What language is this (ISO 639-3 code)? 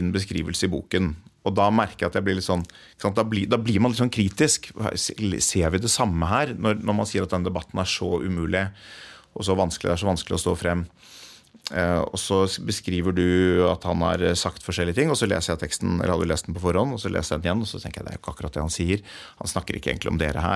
nor